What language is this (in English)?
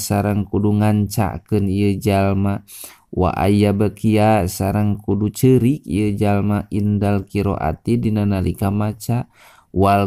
Sundanese